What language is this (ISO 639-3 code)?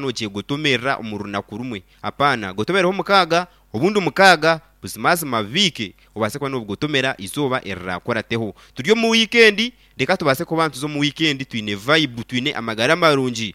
nyn